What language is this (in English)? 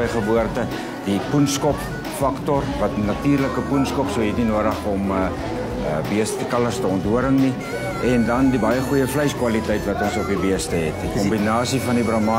Afrikaans